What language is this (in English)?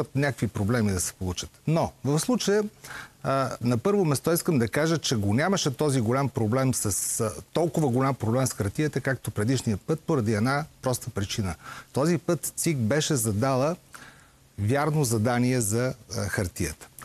Bulgarian